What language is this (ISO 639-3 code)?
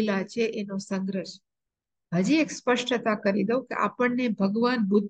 guj